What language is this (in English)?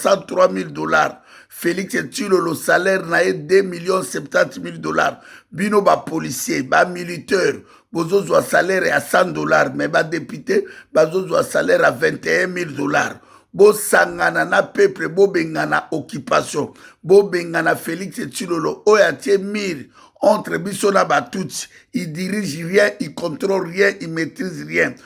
Lingala